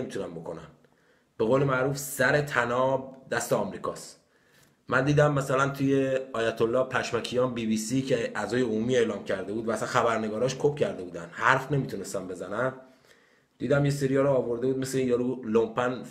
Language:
Persian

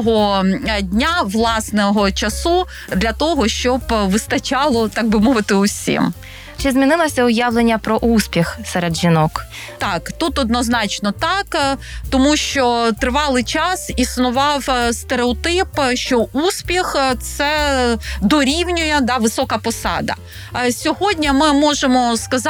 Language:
Ukrainian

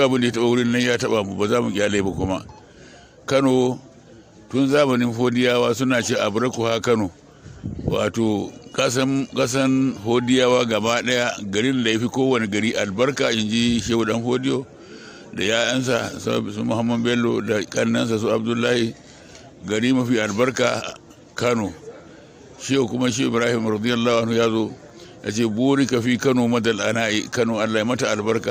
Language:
Hausa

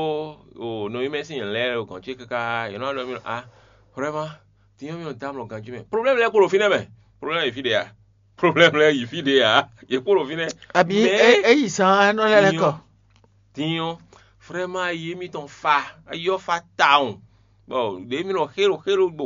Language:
Fon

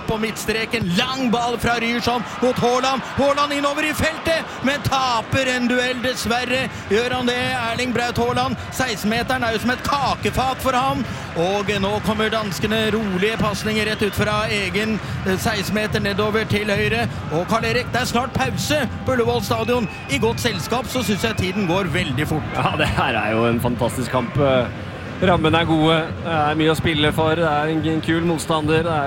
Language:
Norwegian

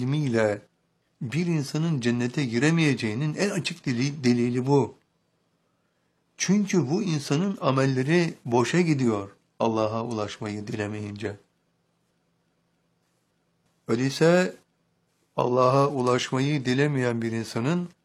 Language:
Turkish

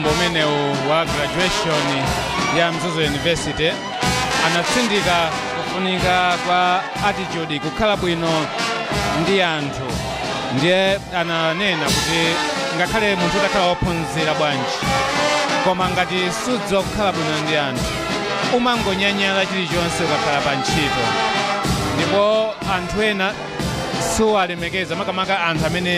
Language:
Nyanja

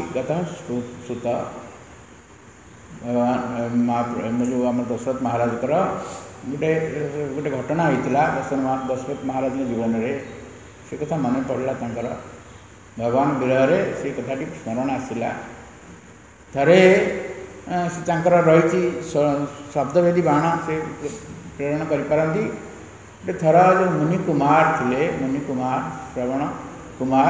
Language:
Odia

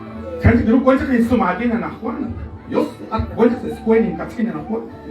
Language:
Kekchí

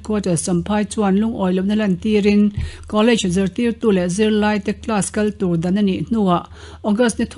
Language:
Mizo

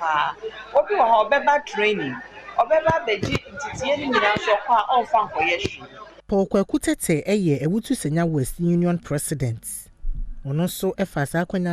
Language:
Akan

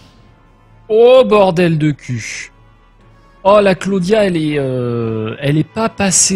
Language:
French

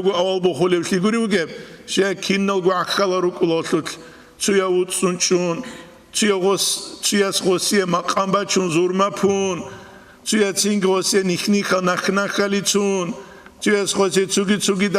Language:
Avaric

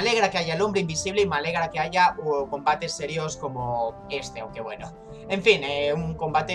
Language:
Spanish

